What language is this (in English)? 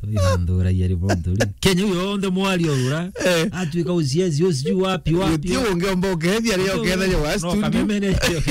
Meru